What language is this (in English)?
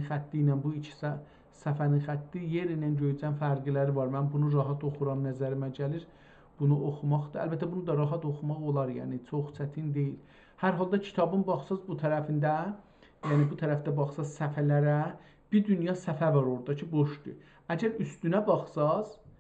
South Azerbaijani